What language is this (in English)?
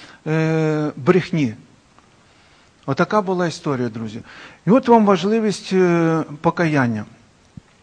Ukrainian